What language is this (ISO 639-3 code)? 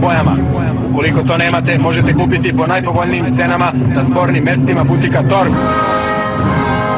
srp